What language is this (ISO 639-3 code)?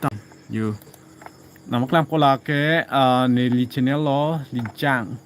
mjw